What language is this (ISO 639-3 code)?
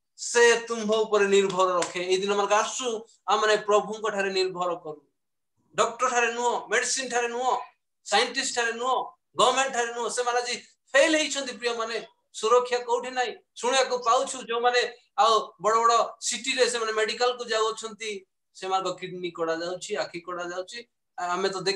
ori